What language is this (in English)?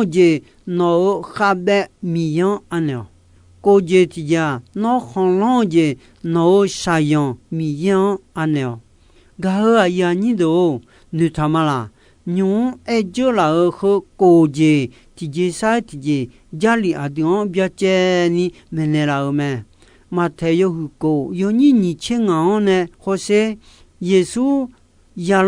Akha